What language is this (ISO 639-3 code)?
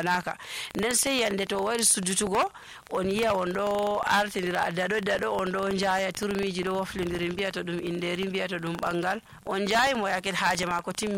fuv